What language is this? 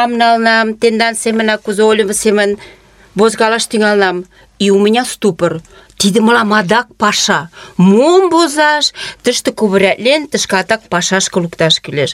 Mari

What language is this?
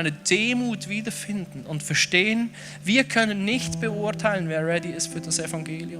Swiss German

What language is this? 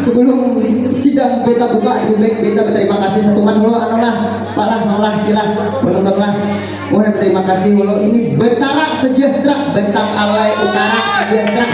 Banjar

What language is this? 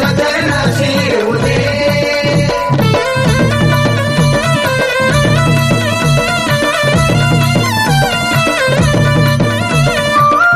Marathi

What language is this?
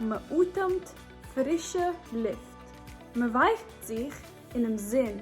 Yiddish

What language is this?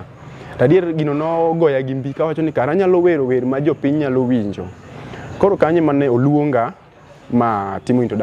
Luo (Kenya and Tanzania)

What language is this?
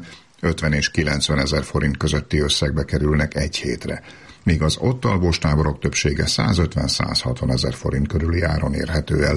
Hungarian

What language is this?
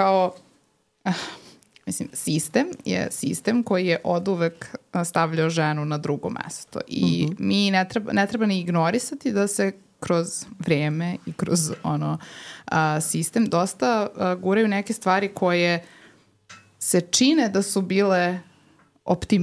Serbian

